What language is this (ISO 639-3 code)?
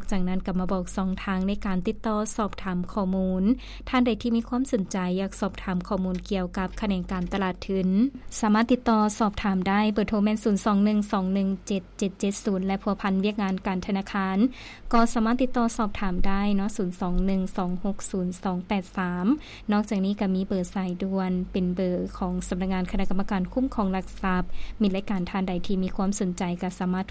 lao